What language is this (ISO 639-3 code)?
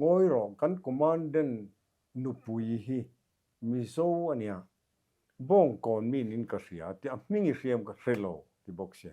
lus